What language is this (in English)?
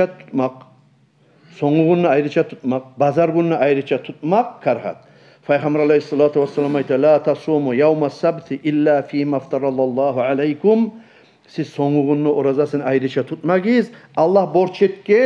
Kumyk